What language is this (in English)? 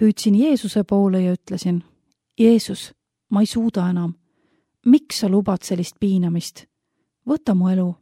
Estonian